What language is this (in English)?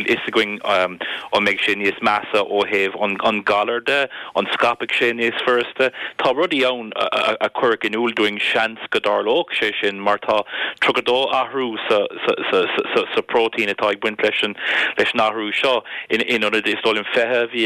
Irish